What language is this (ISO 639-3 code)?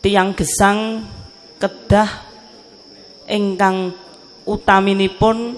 jav